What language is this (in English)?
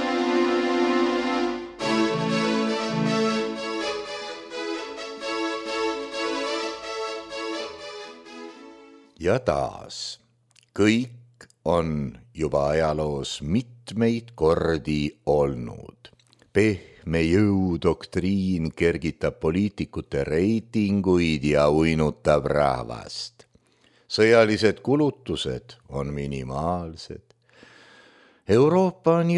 Estonian